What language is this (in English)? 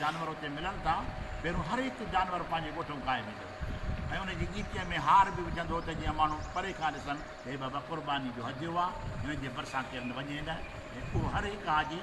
Sindhi